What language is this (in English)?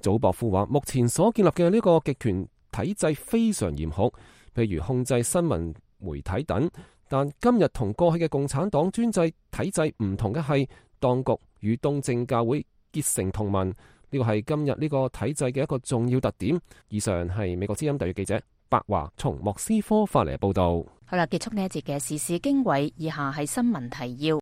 Cantonese